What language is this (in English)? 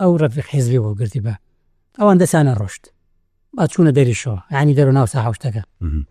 Central Kurdish